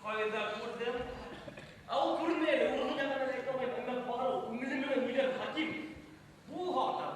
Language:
Bashkir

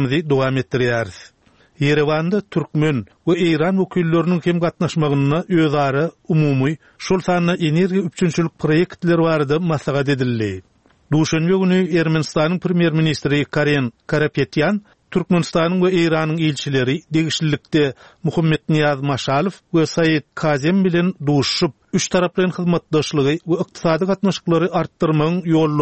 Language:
Turkmen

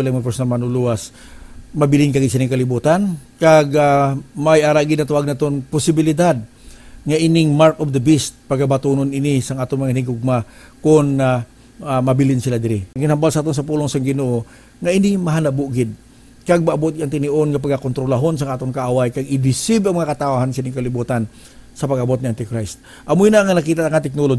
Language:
Hiligaynon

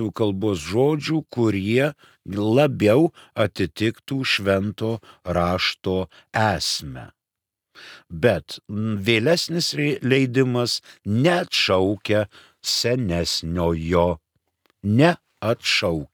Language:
Lithuanian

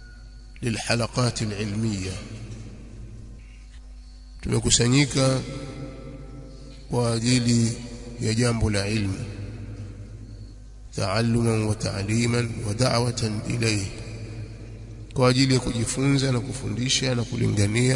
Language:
Swahili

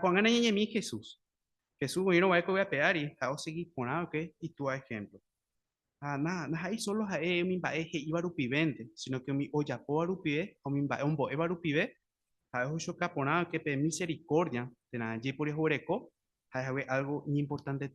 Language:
Guarani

